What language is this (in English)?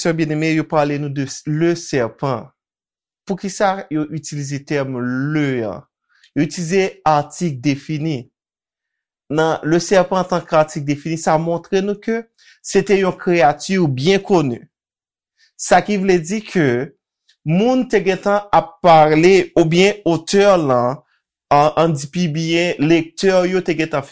Haitian Creole